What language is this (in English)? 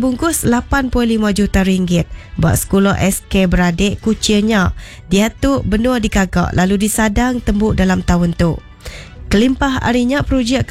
Iban